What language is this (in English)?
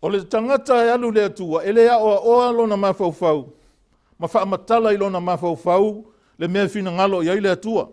Samoan